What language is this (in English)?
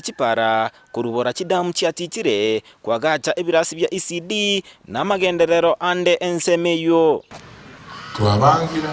Gusii